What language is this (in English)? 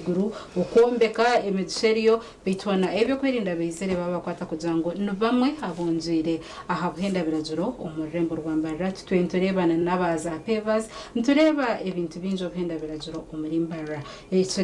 Nyankole